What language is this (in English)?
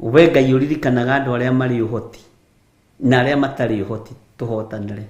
Kikuyu